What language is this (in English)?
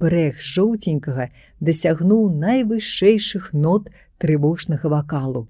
Belarusian